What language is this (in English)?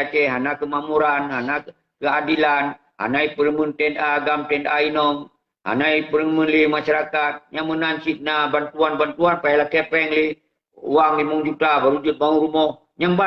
Achinese